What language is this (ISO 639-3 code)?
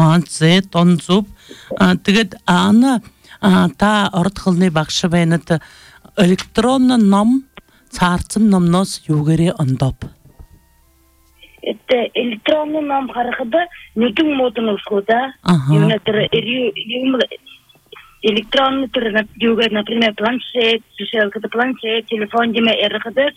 bua